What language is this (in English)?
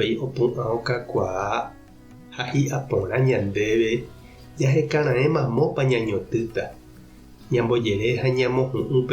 Guarani